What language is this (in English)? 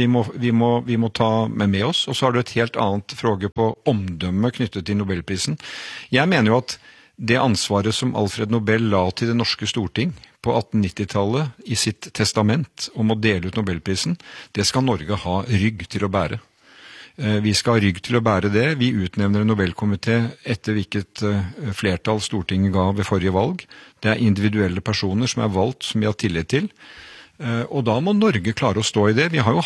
Norwegian